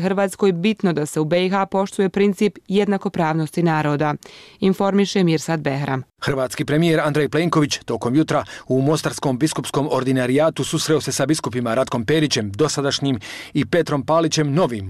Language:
Bosnian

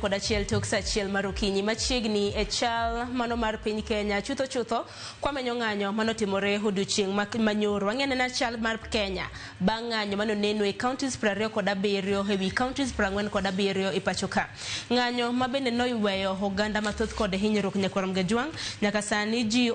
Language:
Luo (Kenya and Tanzania)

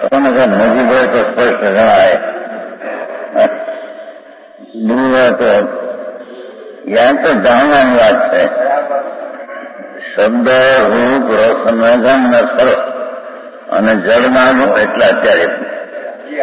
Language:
Gujarati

